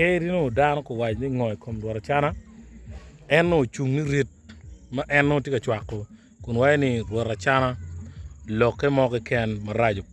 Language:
Acoli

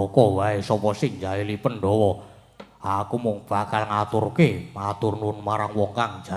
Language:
Javanese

